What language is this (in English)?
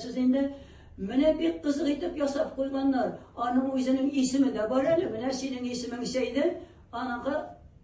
Tatar